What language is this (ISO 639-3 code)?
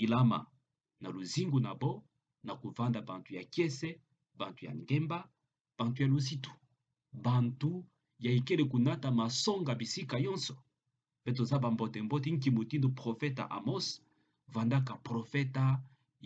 ktu